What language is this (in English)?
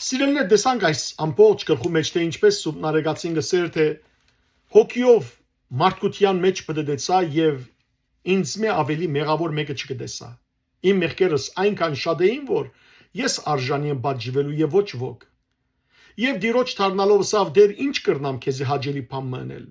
Western Armenian